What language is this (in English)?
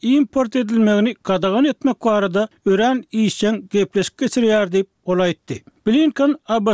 Turkmen